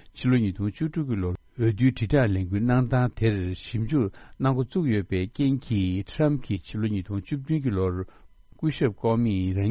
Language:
Tibetan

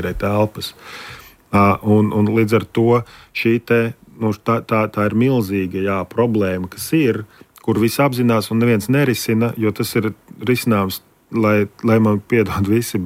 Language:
Latvian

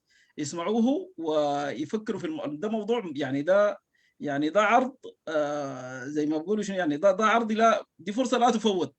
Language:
Sudanese Arabic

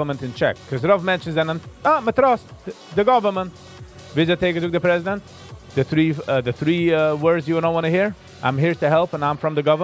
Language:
Yiddish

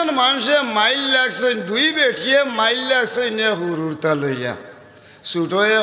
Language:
Sylheti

